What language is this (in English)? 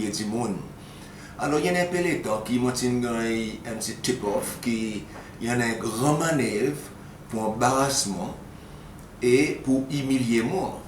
Seselwa Creole French